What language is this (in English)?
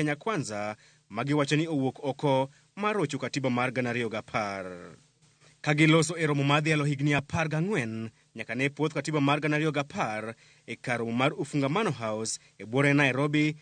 Luo (Kenya and Tanzania)